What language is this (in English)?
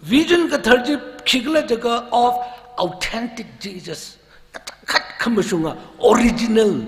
Tangkhul Naga (India)